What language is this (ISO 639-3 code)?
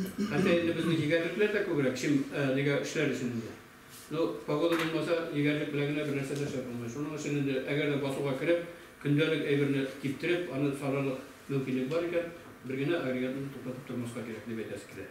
tat